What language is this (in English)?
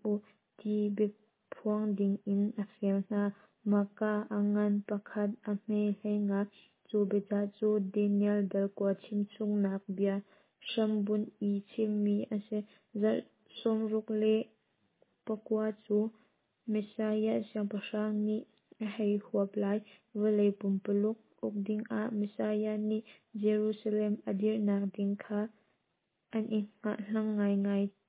Hakha Chin